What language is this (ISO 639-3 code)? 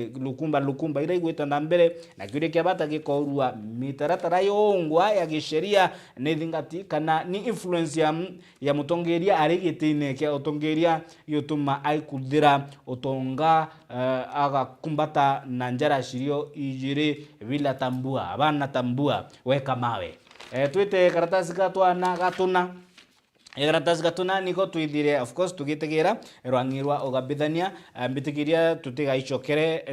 mer